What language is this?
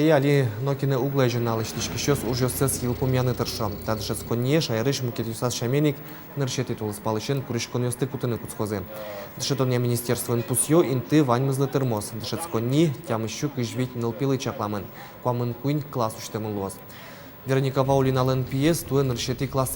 Udmurt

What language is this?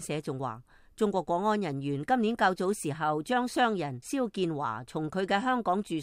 Cantonese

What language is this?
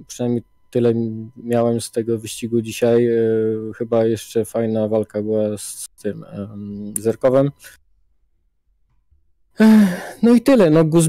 Polish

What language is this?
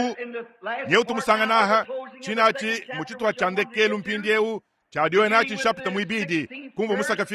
Luba-Lulua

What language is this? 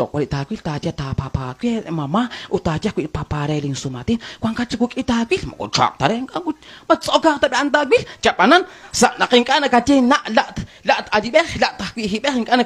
Kekchí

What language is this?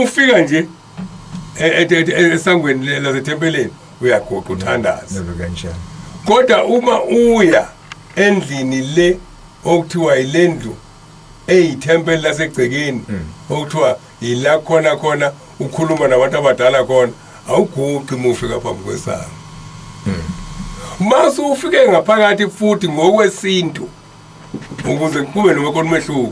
Zulu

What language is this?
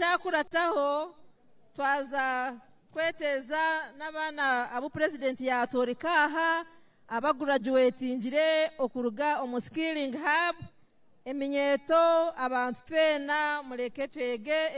Nyankole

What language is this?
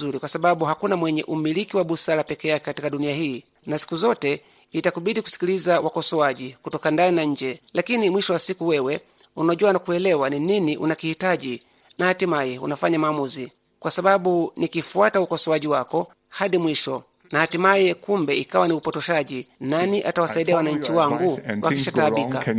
Swahili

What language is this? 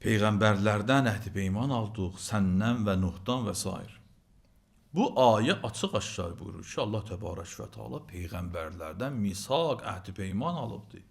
Azerbaijani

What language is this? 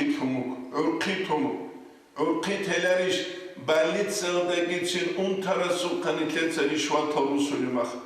Avaric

